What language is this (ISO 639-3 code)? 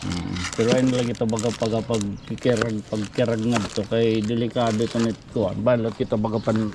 war